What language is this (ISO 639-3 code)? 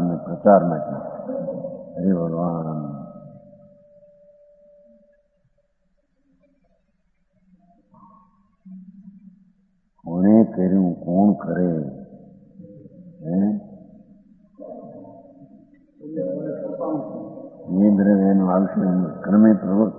guj